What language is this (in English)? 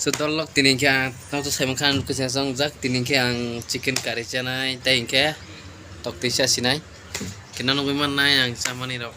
Kok Borok